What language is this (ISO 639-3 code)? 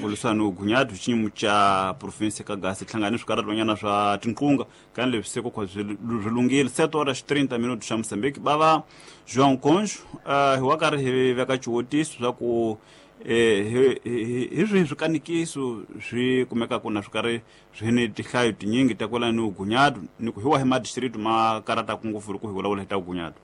tso